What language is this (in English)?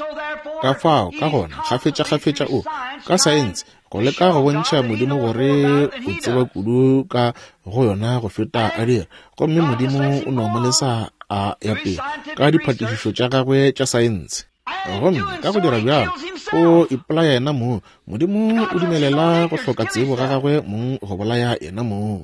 Northern Sotho